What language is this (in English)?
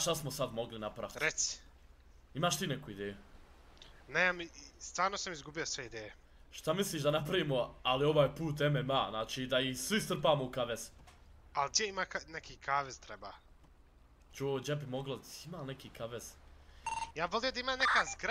Bosnian